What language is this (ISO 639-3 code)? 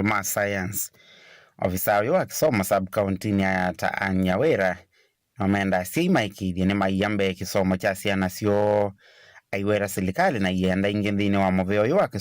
kam